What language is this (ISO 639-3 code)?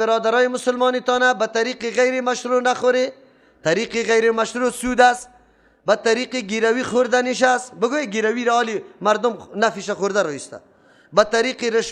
fas